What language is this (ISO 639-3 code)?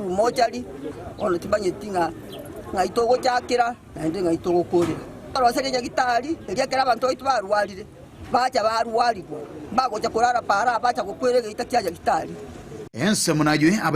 guz